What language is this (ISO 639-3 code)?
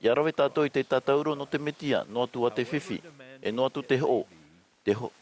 tah